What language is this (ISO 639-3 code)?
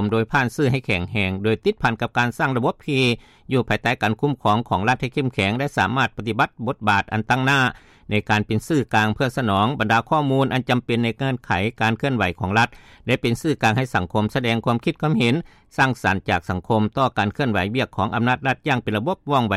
lao